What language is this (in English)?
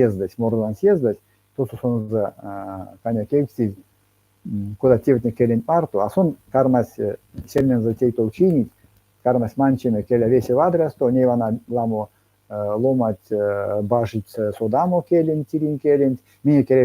Erzya